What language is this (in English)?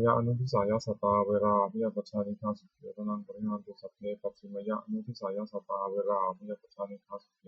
Pali